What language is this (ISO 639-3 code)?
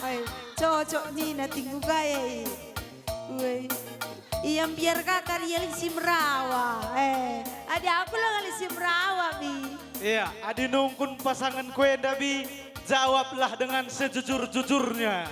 btx